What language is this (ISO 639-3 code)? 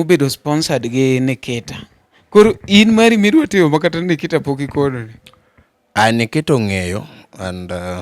luo